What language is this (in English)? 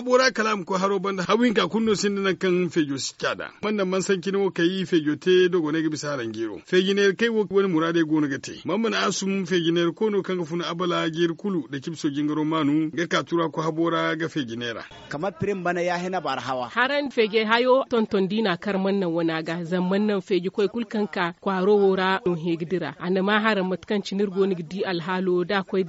Zarma